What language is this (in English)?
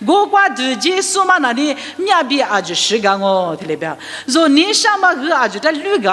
Lisu